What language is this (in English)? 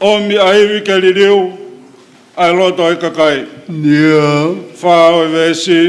Tongan